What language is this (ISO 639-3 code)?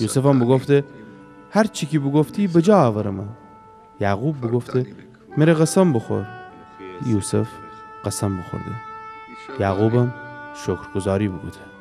glk